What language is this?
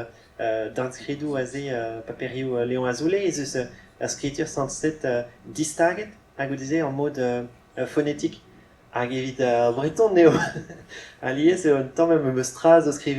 Breton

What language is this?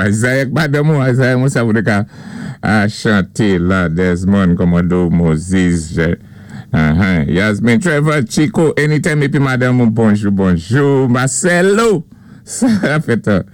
Saint Lucian Creole French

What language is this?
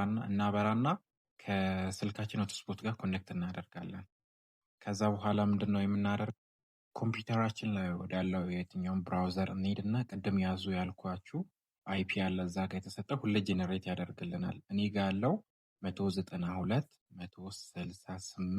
Amharic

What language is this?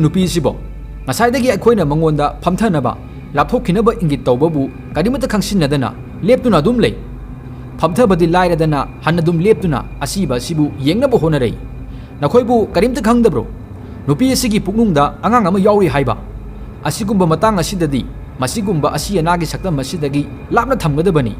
Manipuri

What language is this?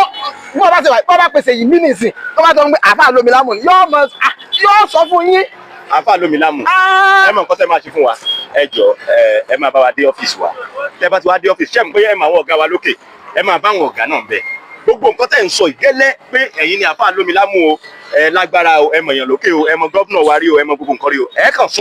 Yoruba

